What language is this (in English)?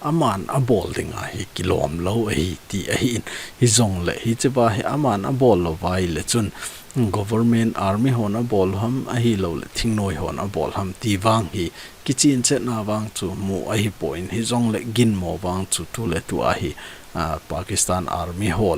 Thado Chin